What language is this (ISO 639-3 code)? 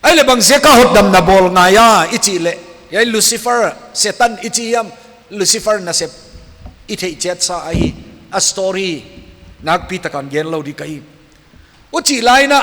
pck